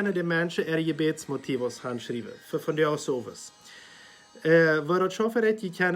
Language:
Plautdietsch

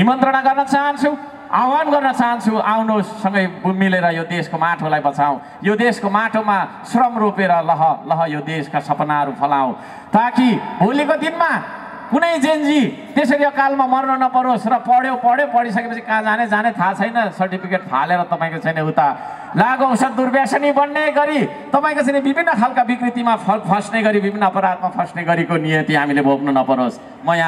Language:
Nepali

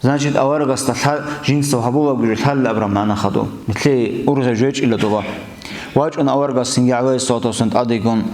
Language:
Avaric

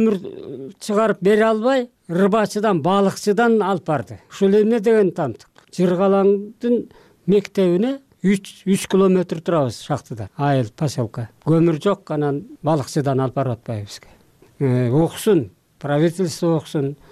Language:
Kyrgyz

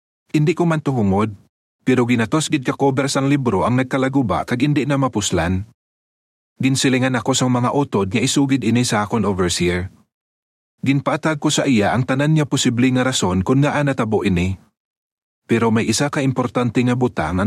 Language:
Hiligaynon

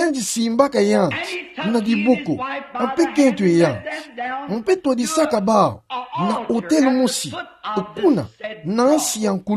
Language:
Kituba (Democratic Republic of Congo)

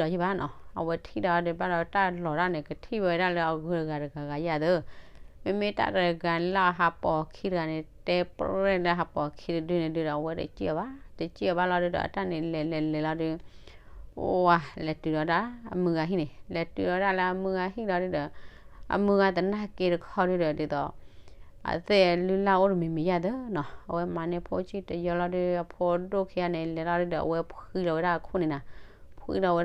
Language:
S'gaw Karen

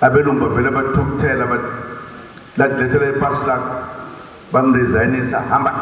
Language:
Zulu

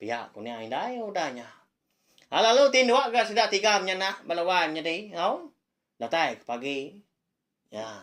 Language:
Iban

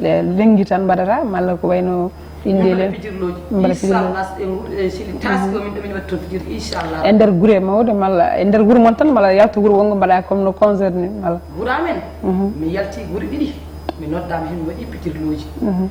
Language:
Fula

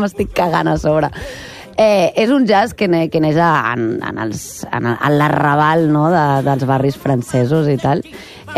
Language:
Catalan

